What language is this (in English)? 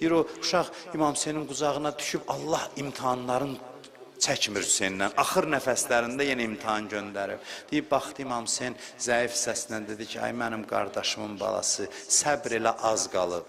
Azerbaijani